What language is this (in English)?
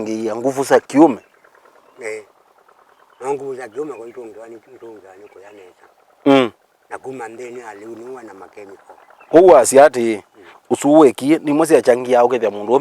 Kamba